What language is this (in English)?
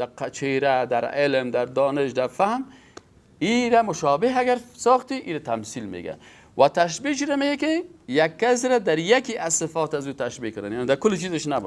Persian